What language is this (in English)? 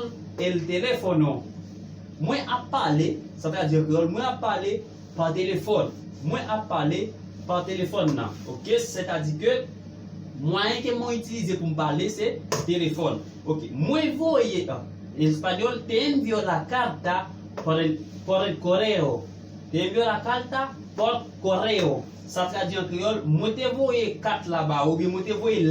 Haitian Creole